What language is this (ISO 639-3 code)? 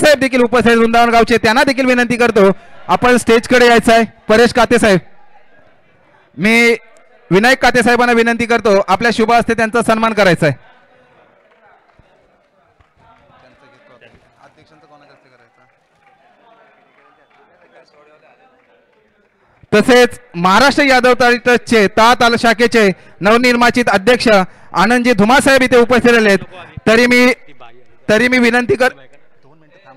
mar